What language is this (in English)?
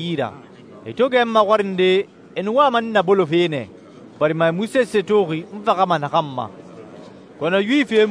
Susu